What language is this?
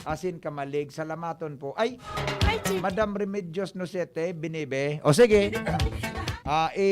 Bikol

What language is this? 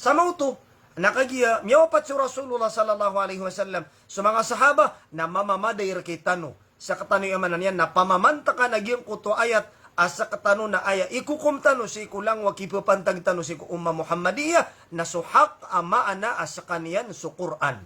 Maranao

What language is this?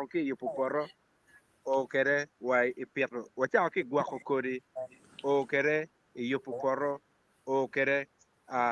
Acoli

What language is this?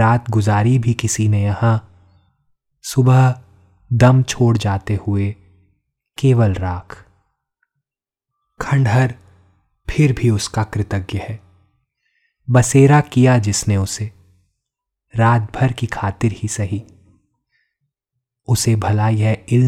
Hindi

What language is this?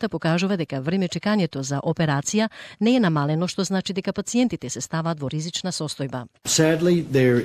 Macedonian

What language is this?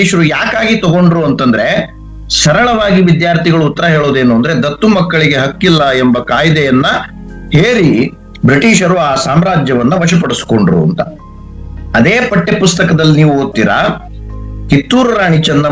Kannada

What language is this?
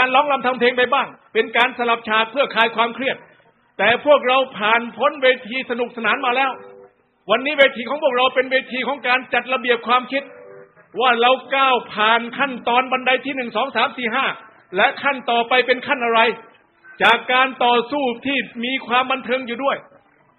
Thai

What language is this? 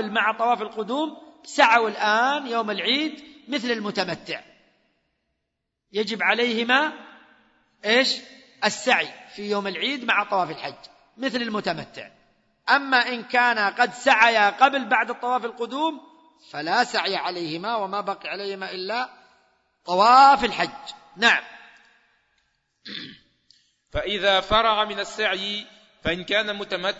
Arabic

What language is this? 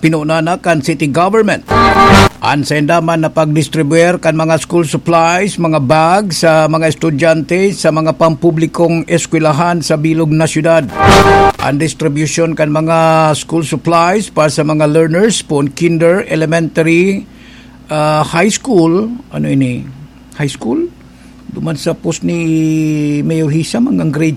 Bikol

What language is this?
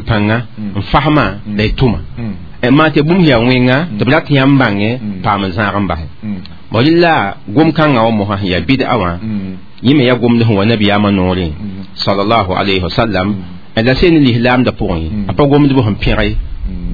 Mossi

